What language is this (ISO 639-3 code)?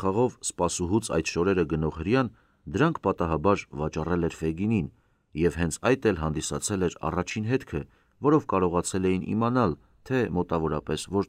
hye